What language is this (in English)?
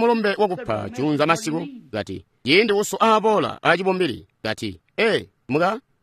Tonga (Zambia)